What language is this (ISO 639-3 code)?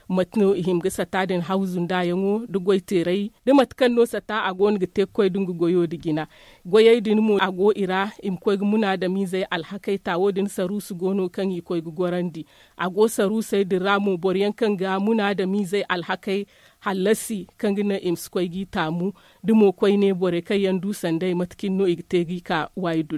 dje